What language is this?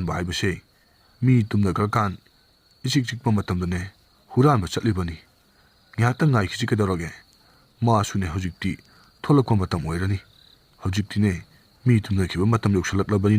Manipuri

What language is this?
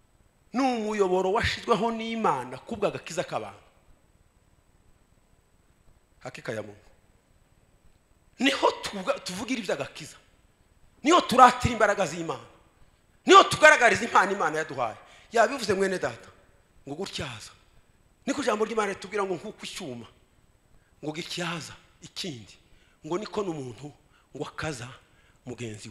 Kinyarwanda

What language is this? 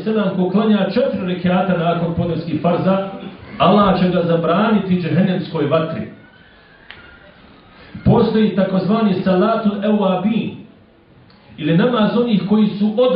Bosnian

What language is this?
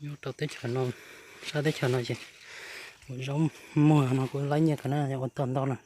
Hmong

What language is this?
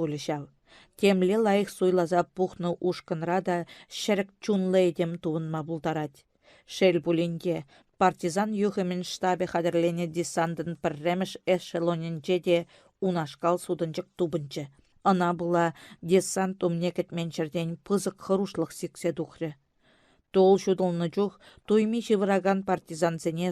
Chuvash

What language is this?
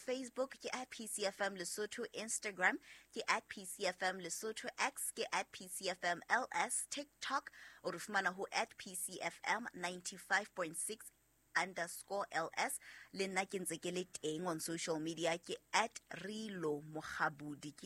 Southern Sotho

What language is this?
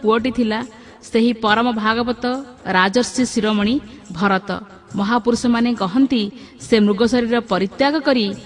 Odia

